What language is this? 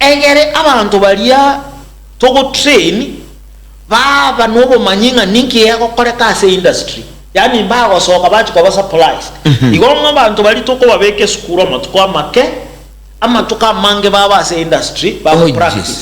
Gusii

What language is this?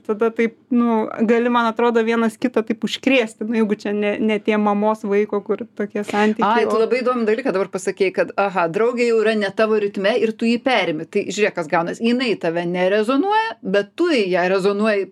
Lithuanian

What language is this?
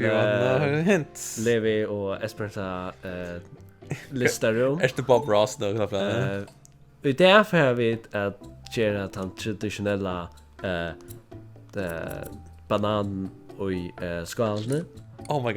Faroese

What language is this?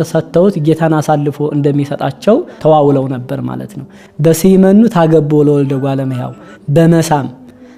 Amharic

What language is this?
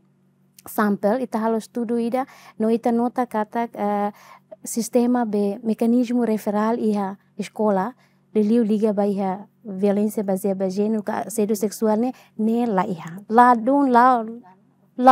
Tetum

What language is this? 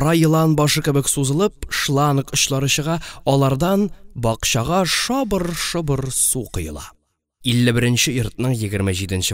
Tatar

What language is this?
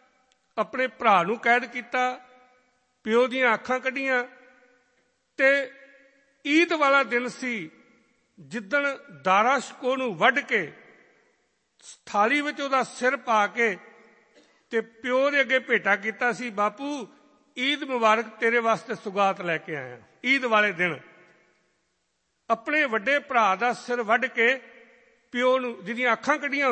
Punjabi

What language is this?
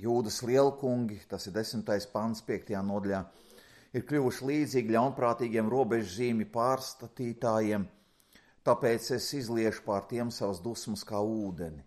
Latvian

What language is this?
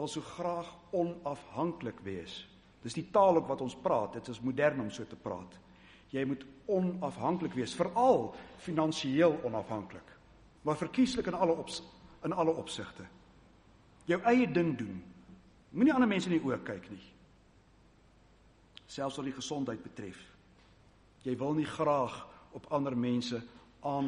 Afrikaans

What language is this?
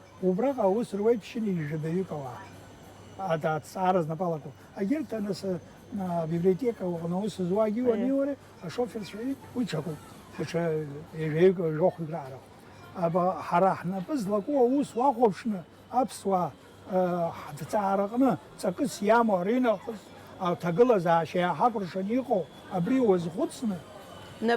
Abkhazian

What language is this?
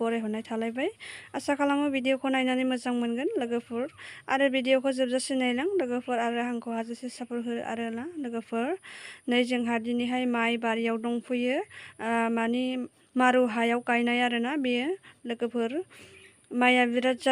Bodo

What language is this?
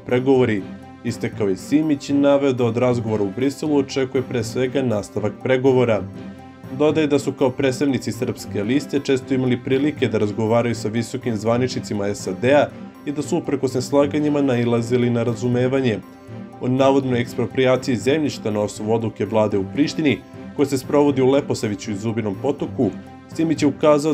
Serbian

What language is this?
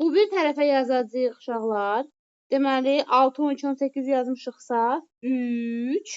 Azerbaijani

